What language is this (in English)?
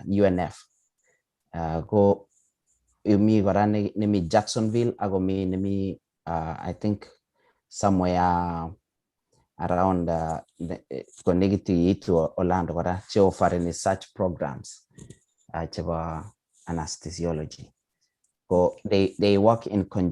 Kalenjin